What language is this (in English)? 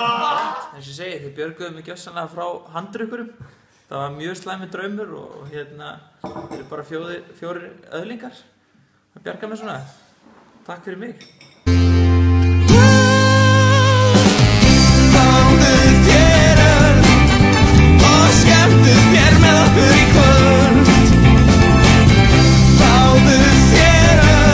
Icelandic